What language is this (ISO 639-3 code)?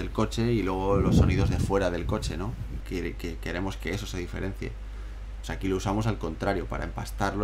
spa